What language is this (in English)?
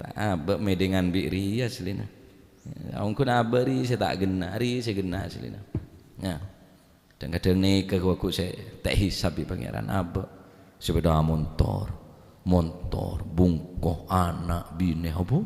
Madurese